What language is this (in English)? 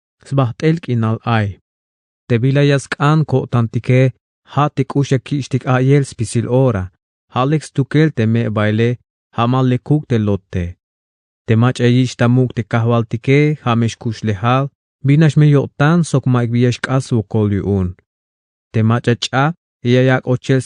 Tzeltal